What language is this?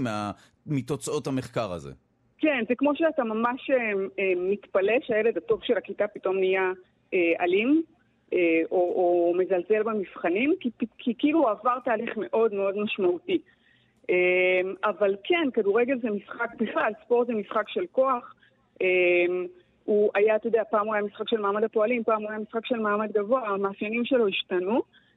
Hebrew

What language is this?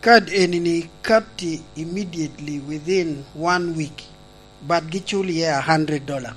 Lango (Uganda)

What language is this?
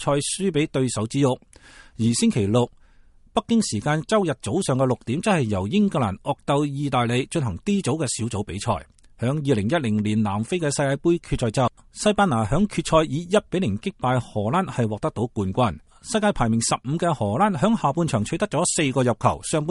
Cantonese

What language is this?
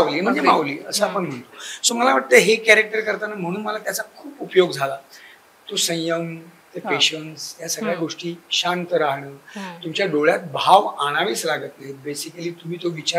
Marathi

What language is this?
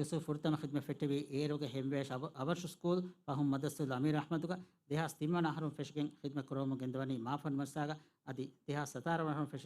Divehi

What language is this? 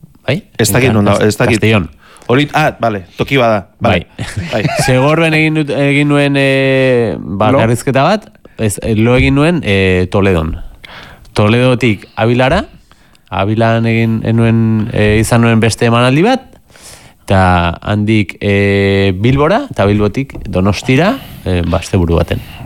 Basque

